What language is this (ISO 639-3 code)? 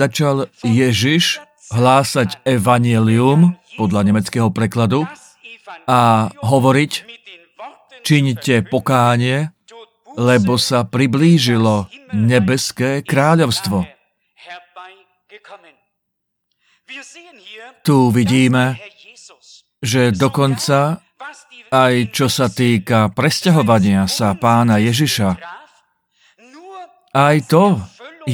slk